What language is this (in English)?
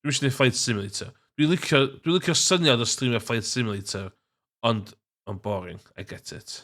Welsh